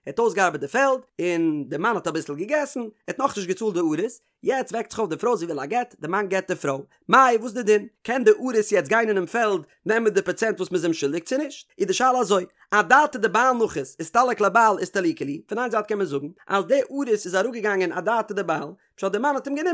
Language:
Yiddish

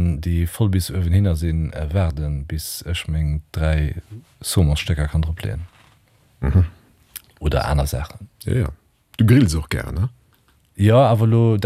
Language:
Luxembourgish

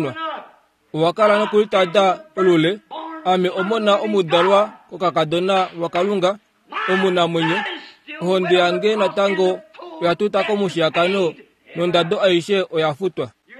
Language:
Kuanyama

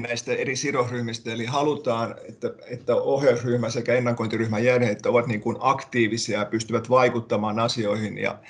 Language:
Finnish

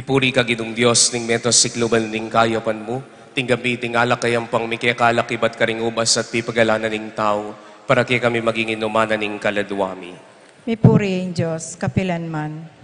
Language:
Pampanga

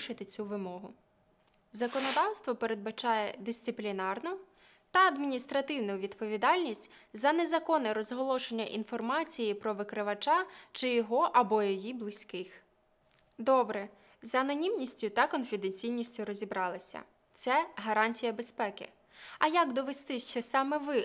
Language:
Ukrainian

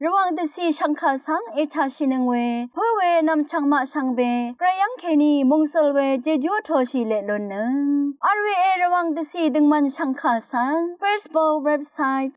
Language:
Rawang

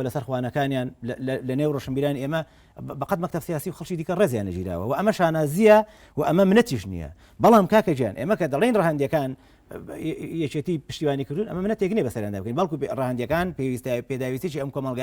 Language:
Central Kurdish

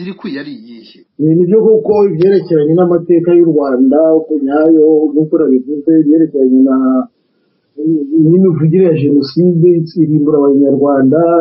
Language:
Kinyarwanda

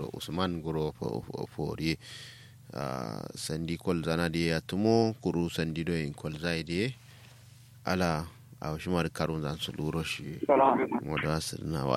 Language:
Kanuri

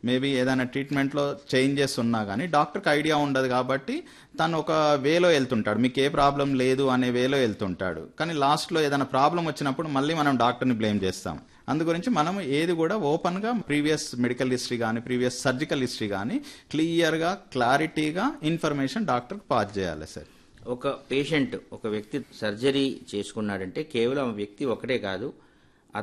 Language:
Telugu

